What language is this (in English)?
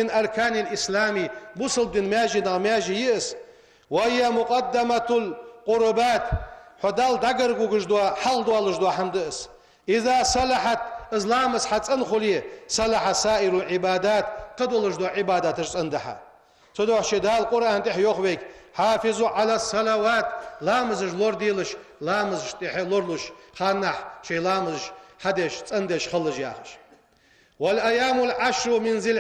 Ingush